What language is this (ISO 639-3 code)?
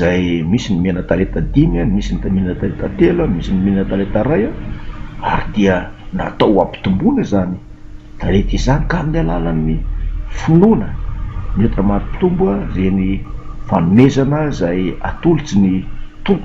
mlg